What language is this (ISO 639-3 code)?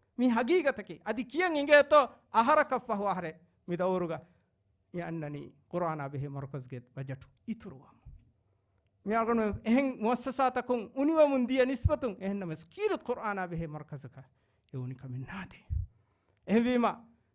div